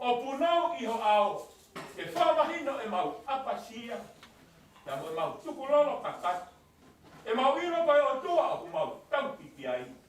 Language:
Tongan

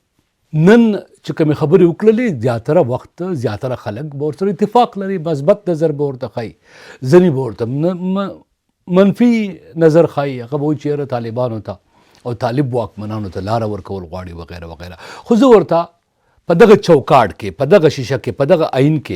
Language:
Pashto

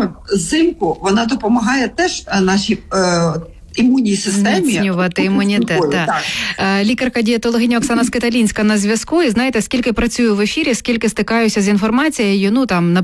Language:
Ukrainian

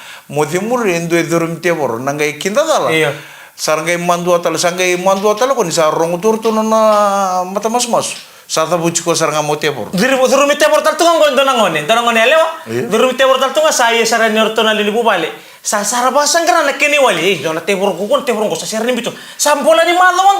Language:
Fijian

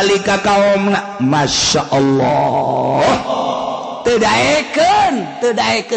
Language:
Sundanese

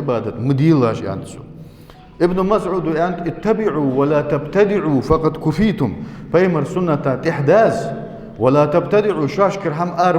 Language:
Ingush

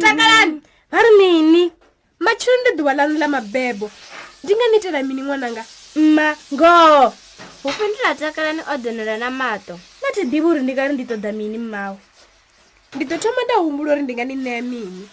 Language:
Venda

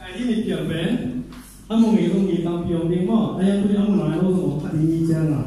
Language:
Tedim Chin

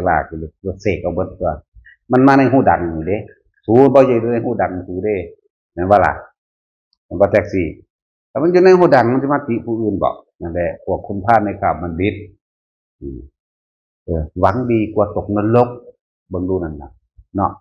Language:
Northeastern Thai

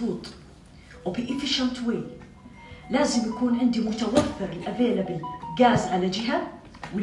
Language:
North Levantine Arabic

